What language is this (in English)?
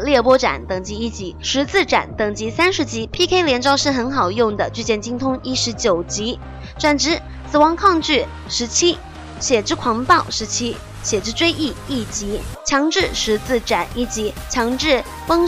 Chinese